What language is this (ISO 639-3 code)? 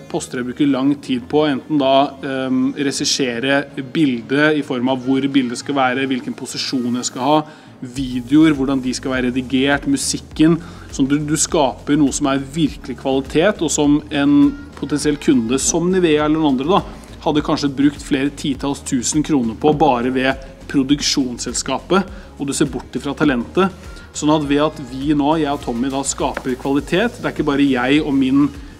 nor